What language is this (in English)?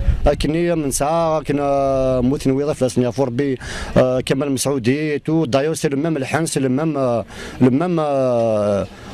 Kabyle